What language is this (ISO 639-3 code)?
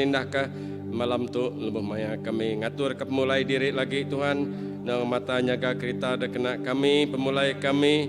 iba